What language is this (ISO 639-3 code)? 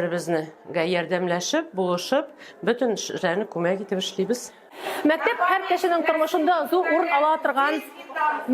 tat